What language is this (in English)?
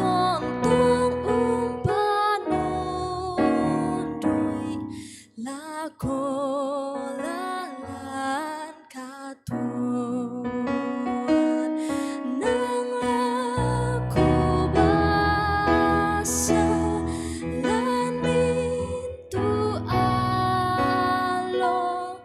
Toraja-Sa'dan